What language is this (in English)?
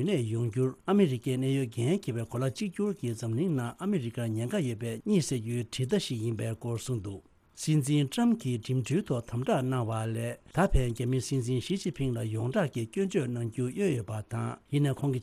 Tibetan